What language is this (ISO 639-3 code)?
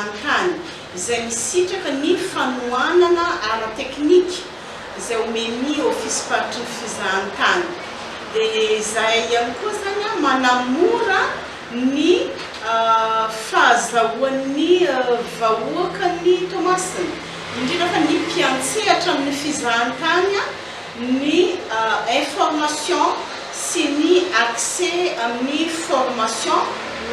mlg